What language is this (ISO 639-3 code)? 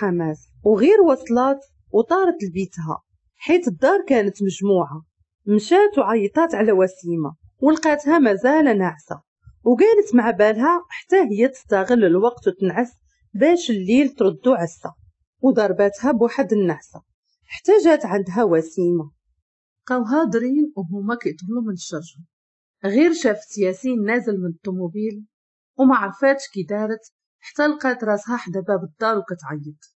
ary